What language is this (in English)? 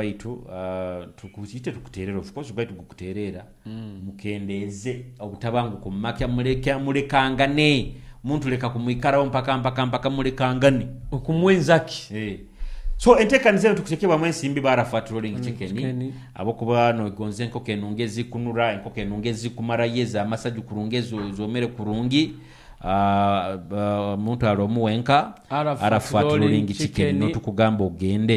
Nyoro